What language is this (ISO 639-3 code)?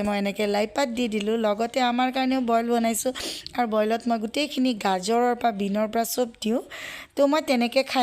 asm